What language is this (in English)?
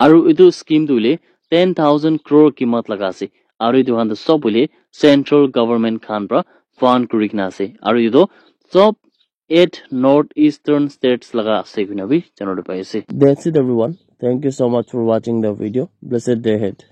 Naga Pidgin